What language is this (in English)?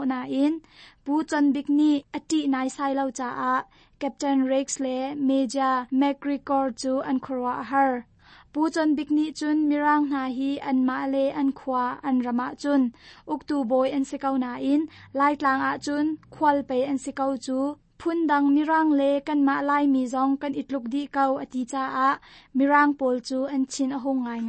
Hakha Chin